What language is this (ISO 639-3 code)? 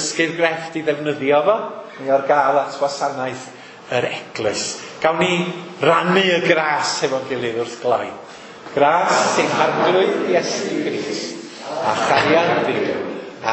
cym